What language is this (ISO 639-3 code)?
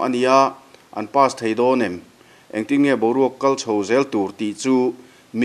lus